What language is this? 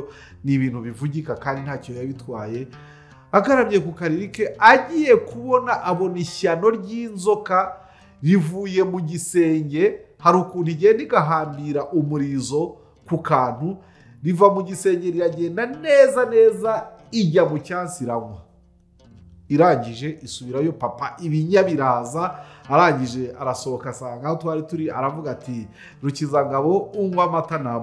Kinyarwanda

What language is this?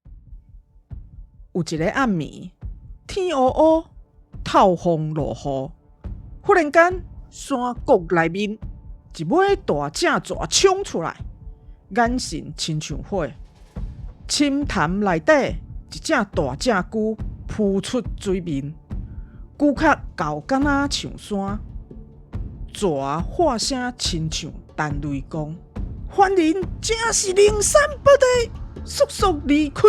Min Nan Chinese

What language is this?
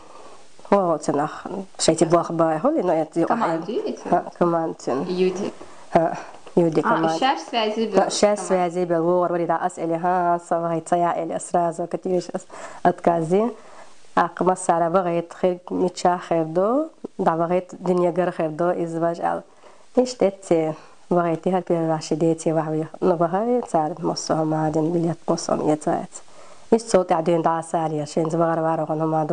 Chechen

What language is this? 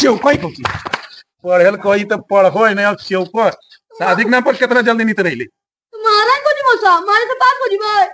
Magahi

